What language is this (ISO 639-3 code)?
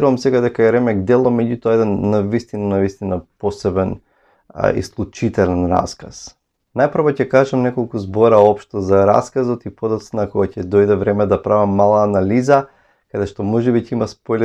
mkd